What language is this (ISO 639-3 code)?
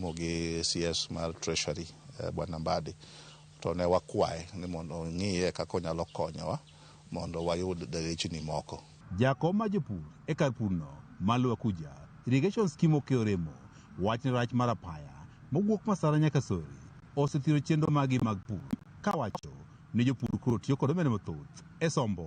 luo